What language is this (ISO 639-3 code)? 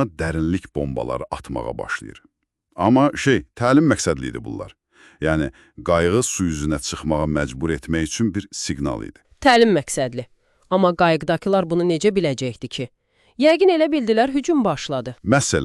aze